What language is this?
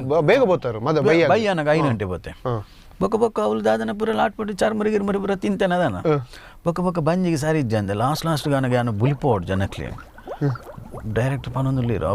Tulu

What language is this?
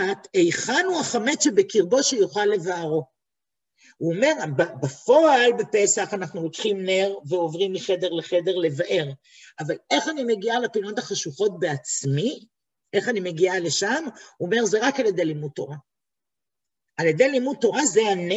Hebrew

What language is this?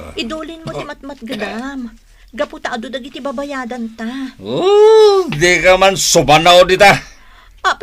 Iloko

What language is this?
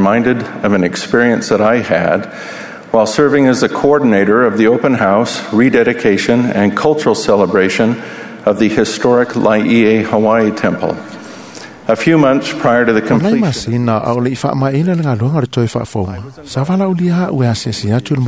Samoan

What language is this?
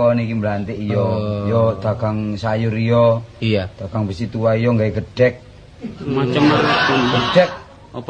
Javanese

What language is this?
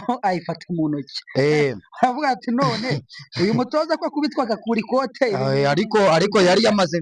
Kinyarwanda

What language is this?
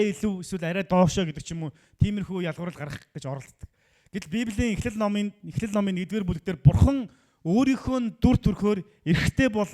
Mongolian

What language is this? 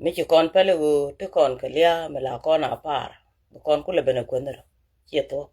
Nuer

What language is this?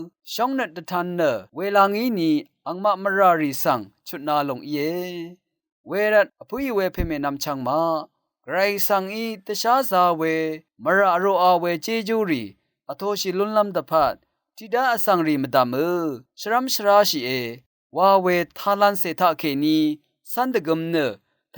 Rawang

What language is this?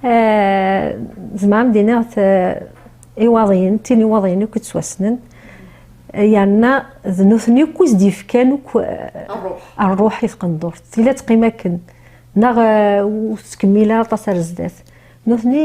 Kabyle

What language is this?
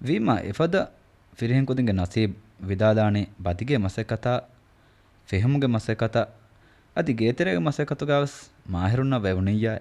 Divehi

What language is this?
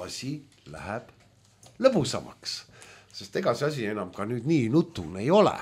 Estonian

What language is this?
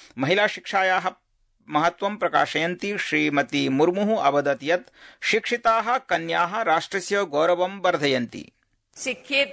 Sanskrit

